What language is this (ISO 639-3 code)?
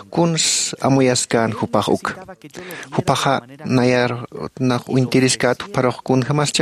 aym